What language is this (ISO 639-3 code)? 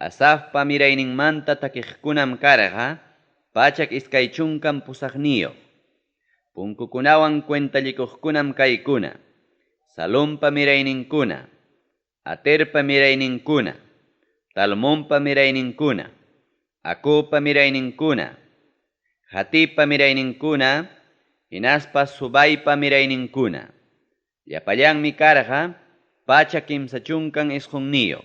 quy